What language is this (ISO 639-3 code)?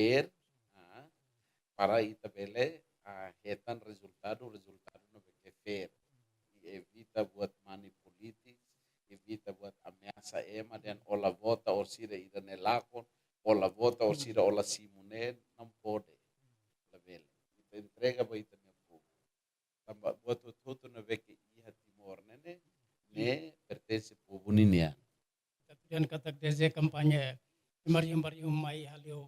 tet